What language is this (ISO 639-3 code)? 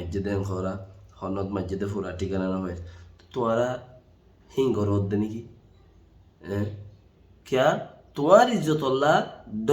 rhg